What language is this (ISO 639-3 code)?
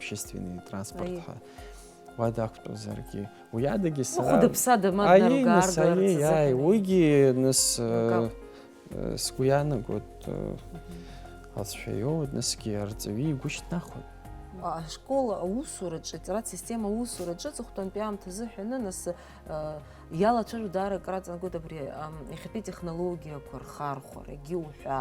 abk